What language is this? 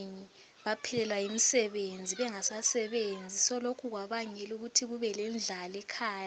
North Ndebele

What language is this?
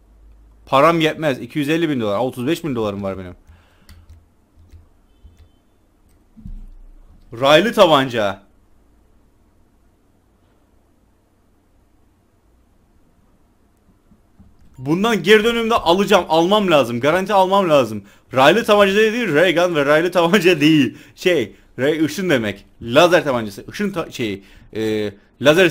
Turkish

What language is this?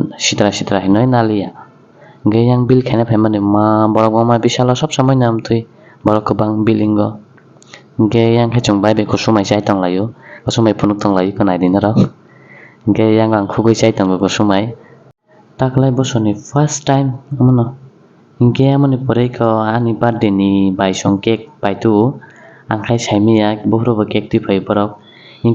Kok Borok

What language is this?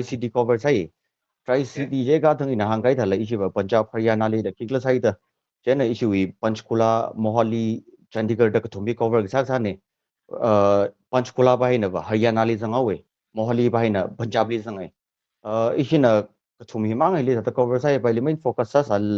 Tangkhul Naga (India)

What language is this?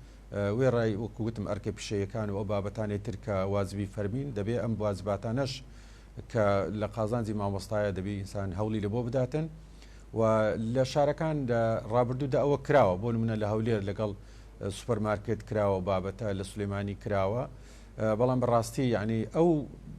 Central Kurdish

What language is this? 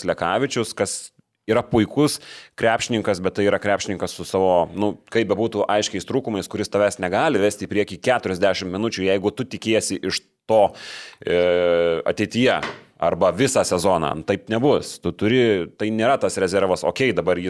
Lithuanian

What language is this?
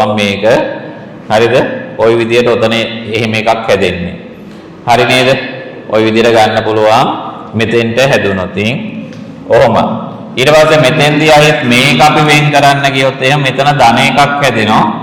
Sinhala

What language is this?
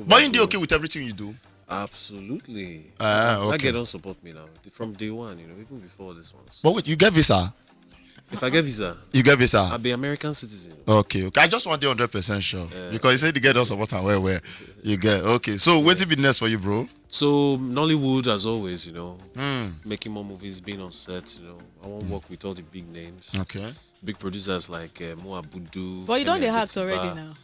Nigerian Pidgin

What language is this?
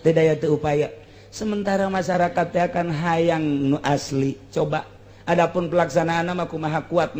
Sundanese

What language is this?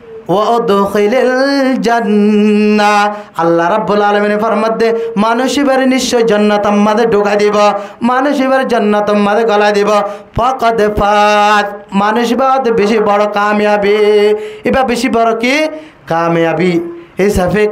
Rohingya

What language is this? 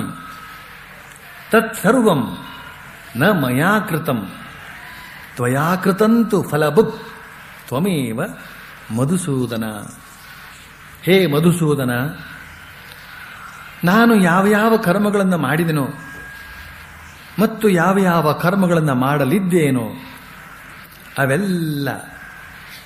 Kannada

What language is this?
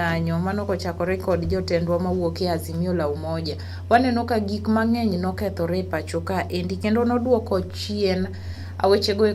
Luo (Kenya and Tanzania)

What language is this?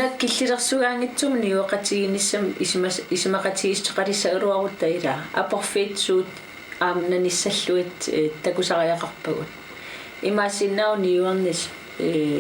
Kalaallisut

